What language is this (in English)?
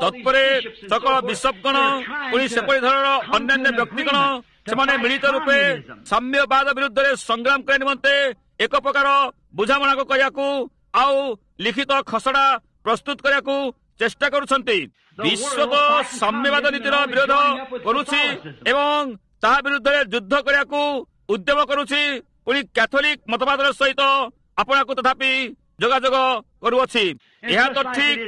Odia